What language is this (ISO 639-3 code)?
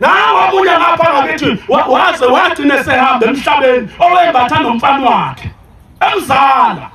zul